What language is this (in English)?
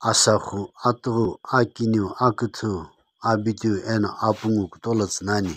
Sumi Naga